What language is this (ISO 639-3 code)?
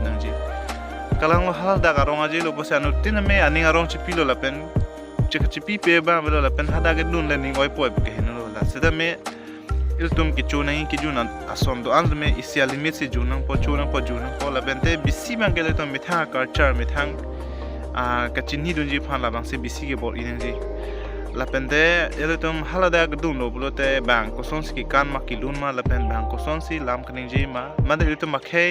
mjw